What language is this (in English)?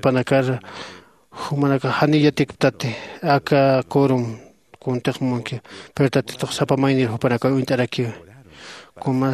Aymara